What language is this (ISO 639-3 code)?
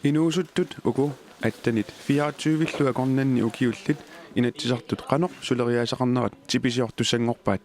kal